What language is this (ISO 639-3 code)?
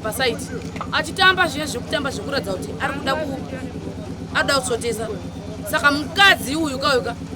sna